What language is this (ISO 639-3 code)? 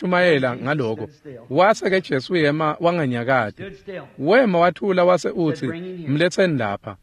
ssw